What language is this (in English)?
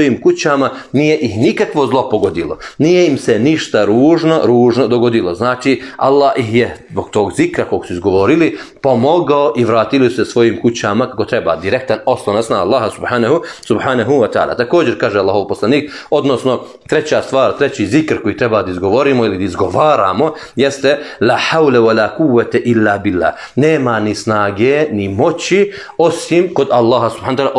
Bosnian